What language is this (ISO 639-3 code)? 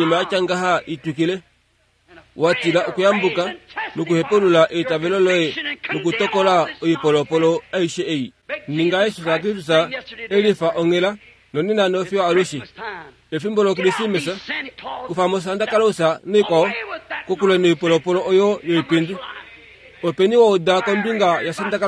kua